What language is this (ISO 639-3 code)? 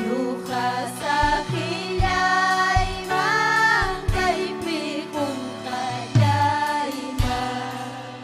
quy